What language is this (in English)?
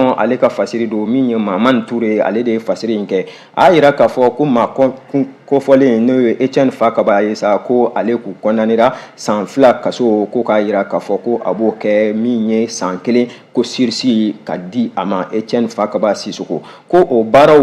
Bambara